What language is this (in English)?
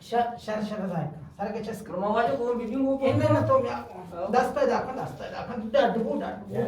Eastern Balochi